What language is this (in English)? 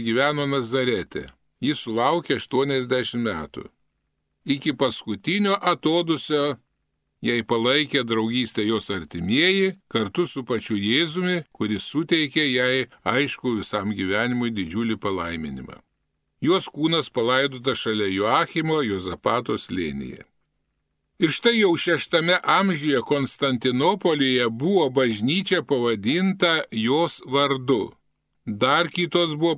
Lithuanian